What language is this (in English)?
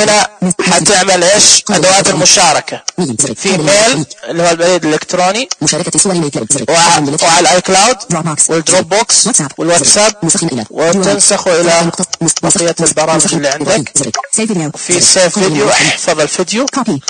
Najdi Arabic